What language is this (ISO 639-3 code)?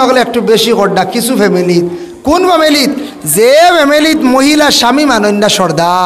syl